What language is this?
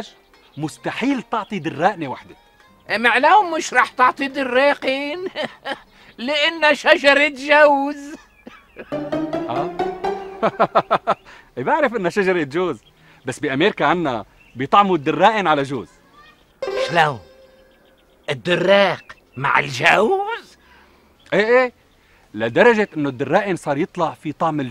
North Levantine Arabic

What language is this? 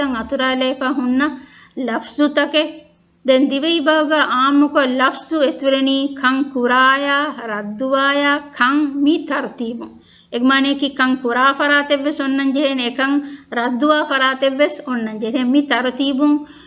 Divehi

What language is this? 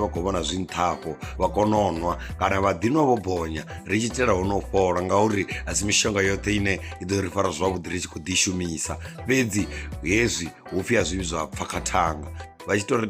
Venda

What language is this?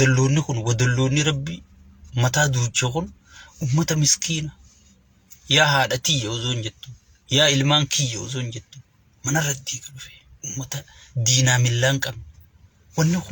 Oromo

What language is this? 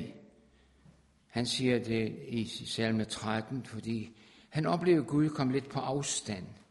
Danish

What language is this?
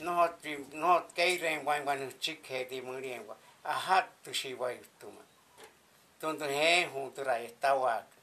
Māori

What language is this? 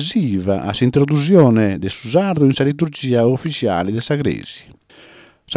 Sardinian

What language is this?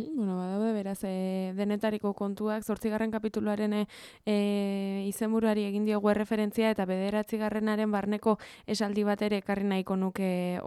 Basque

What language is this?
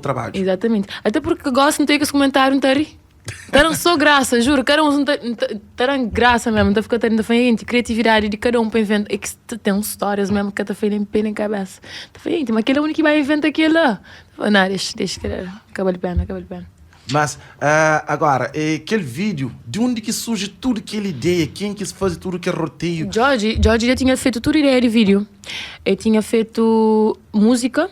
Kabuverdianu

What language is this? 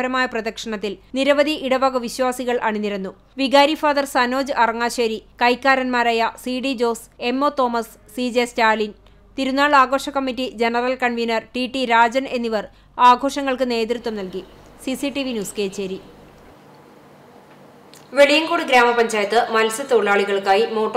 Malayalam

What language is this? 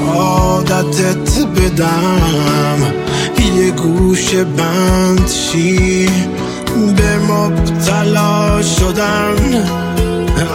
Persian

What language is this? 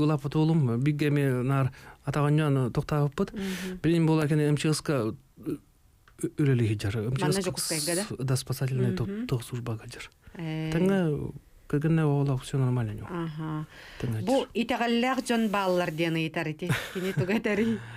Yakut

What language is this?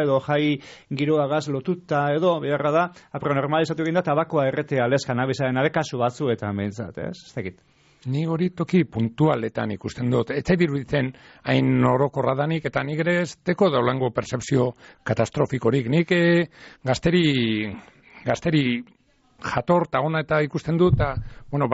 Basque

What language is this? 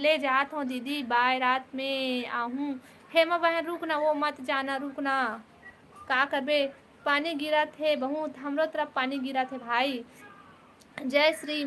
Chhattisgarhi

